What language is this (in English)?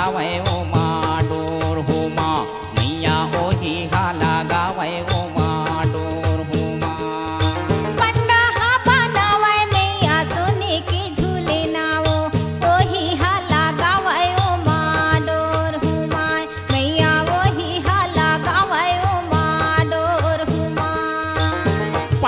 Chhattisgarhi